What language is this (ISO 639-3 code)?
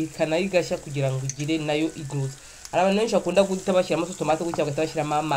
kin